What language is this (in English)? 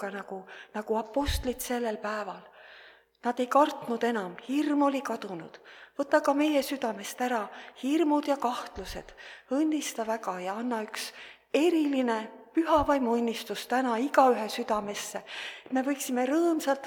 Estonian